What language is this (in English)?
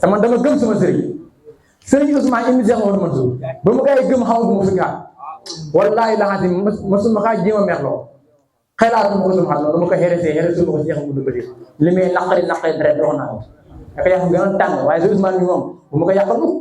Wolof